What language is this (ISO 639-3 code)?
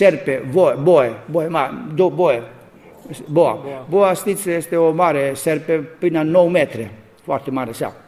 ron